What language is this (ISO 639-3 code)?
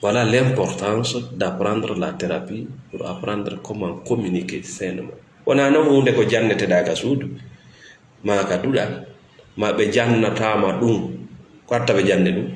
ful